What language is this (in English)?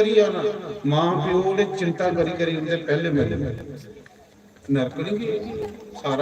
Dogri